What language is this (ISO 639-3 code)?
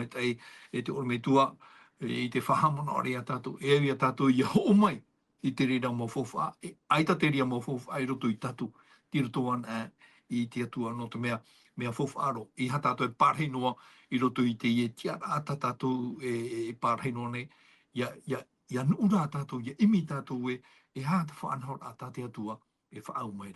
tah